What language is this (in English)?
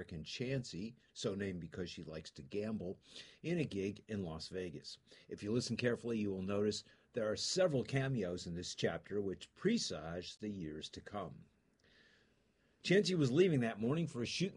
English